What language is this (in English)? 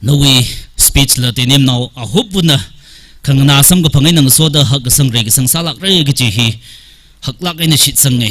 Tangkhul Naga (India)